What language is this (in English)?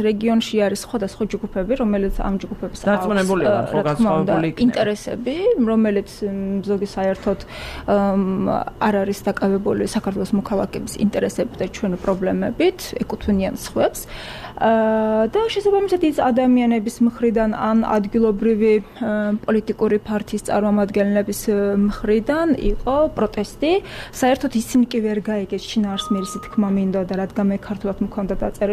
Georgian